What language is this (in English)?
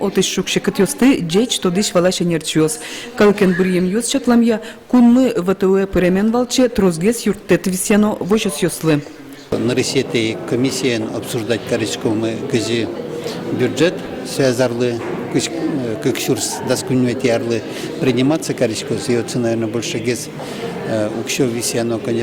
Udmurt